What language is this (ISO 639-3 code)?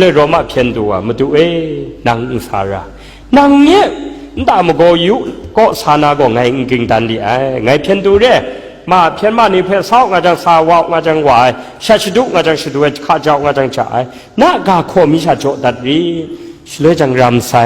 kac